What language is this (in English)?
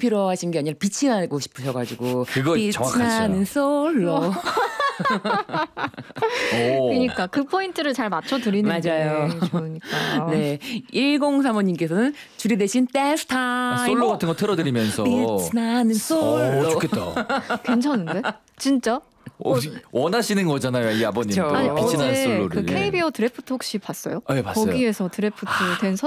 Korean